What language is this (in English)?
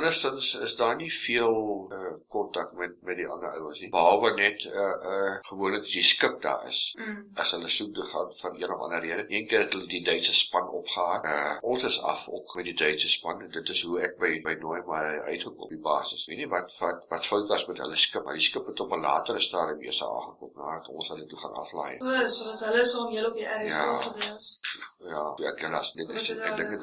Afrikaans